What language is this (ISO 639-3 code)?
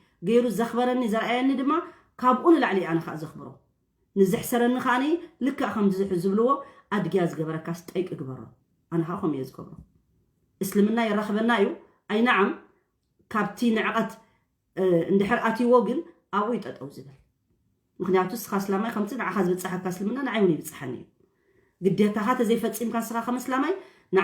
tir